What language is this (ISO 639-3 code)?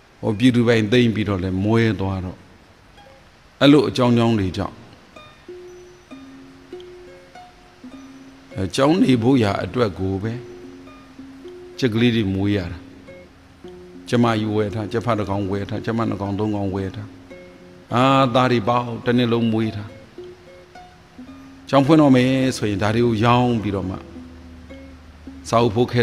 mya